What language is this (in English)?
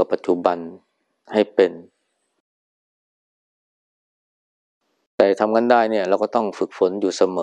Thai